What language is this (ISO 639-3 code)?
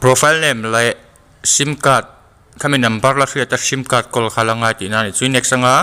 lus